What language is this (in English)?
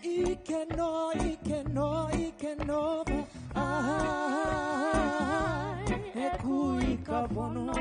Hawaiian